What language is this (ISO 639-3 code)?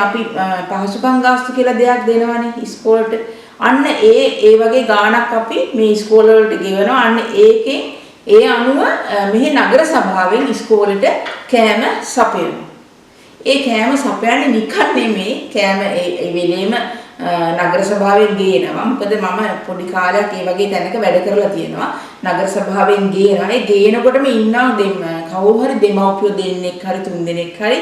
sin